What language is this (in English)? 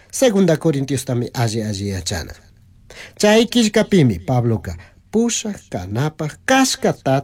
Chimborazo Highland Quichua